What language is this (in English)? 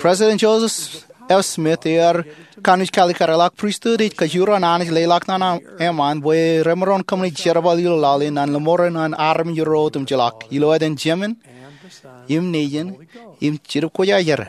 Marshallese